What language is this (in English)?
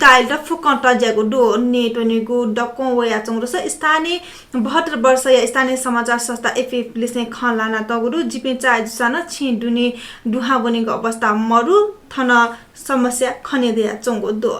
Newari